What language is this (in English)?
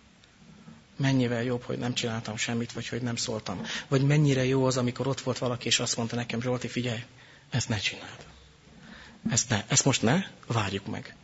Hungarian